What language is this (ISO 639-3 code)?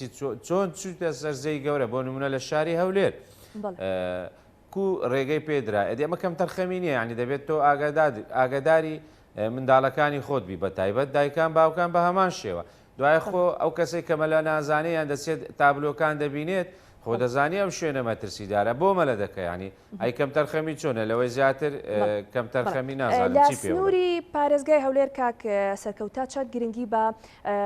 ckb